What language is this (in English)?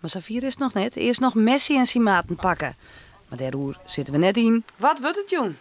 Western Frisian